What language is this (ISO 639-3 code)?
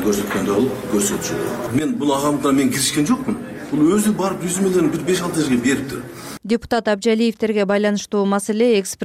kir